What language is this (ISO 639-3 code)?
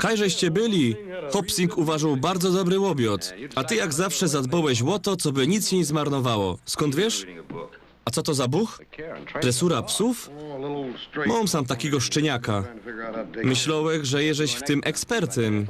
szl